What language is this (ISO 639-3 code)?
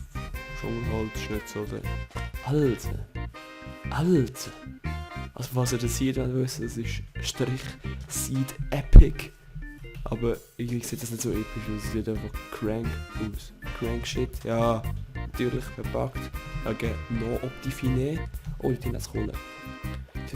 gsw